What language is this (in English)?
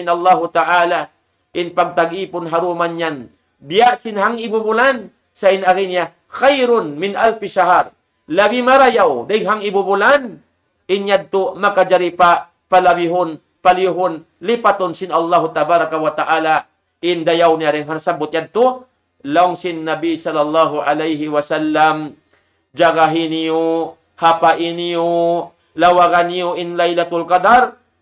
Tausug